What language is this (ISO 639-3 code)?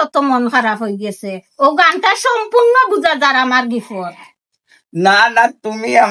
syl